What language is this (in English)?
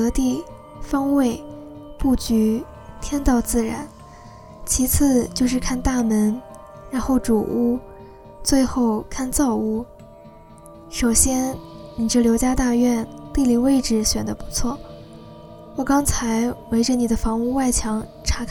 Chinese